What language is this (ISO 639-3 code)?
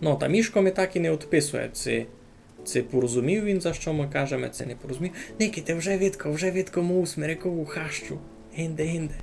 rue